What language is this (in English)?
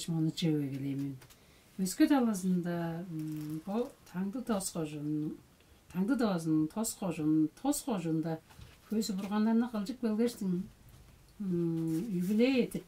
Tuvinian